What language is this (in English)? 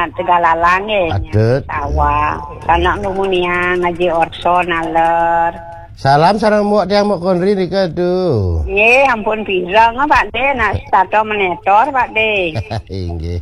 Balinese